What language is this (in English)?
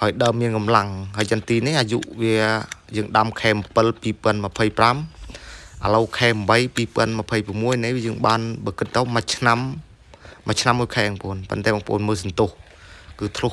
Khmer